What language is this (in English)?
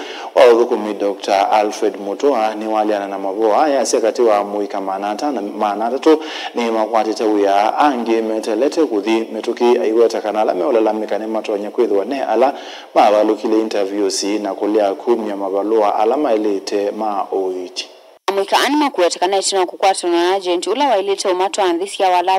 Kamba